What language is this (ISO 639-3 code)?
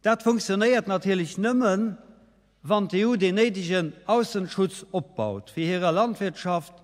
ltz